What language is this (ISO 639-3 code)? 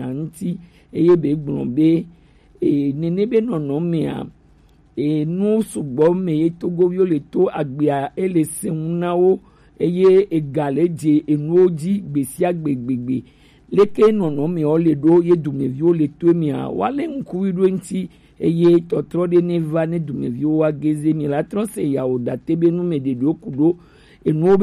gej